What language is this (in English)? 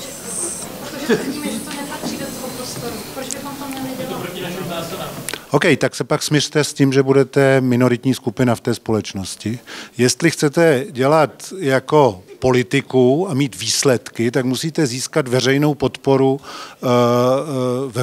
Czech